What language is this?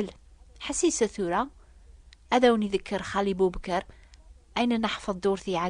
Kabyle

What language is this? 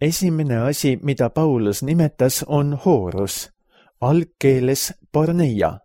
Estonian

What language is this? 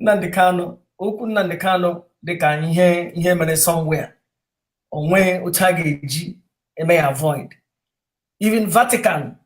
Igbo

